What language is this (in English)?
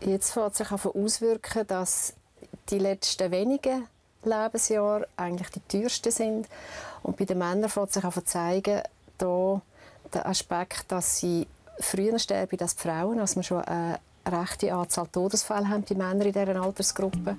Swiss German